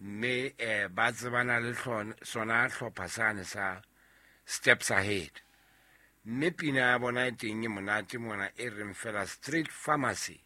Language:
Southern Sotho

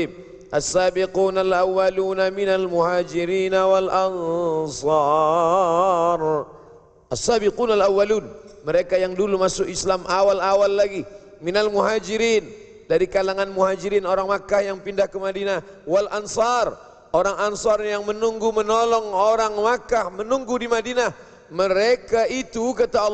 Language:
Malay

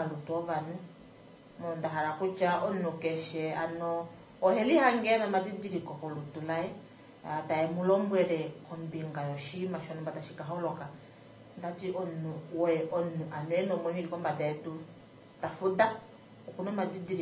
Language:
Kuanyama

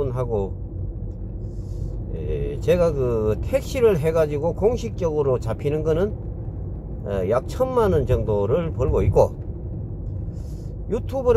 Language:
Korean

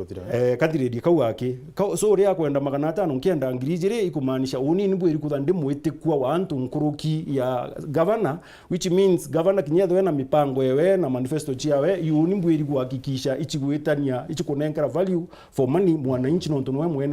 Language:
Meru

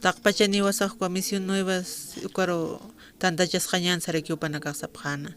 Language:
Aymara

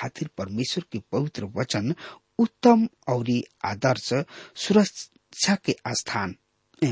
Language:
Bhojpuri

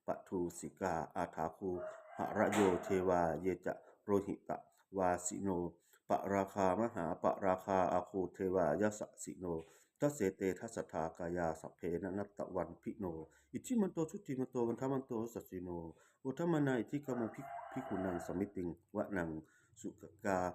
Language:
Pali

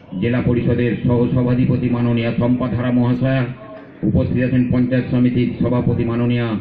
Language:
Bangla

